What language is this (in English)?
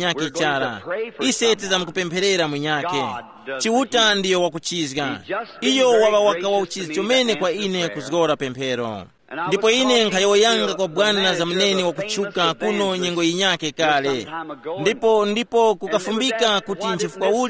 Tumbuka